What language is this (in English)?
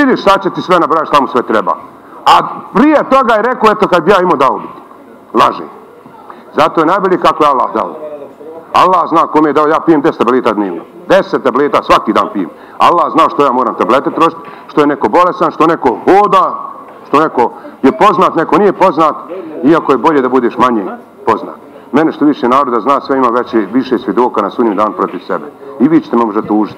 Bosnian